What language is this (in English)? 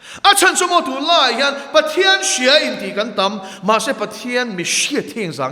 Mizo